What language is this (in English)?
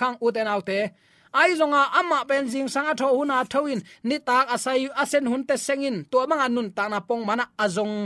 Tedim Chin